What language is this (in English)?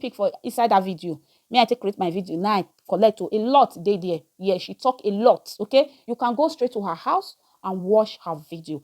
Nigerian Pidgin